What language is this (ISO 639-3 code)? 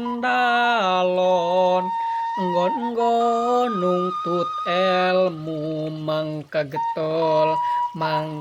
sun